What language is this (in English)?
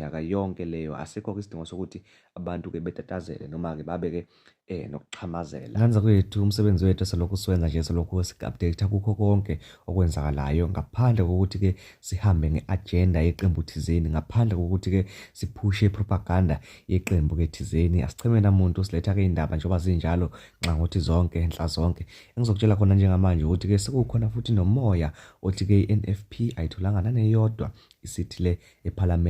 Zulu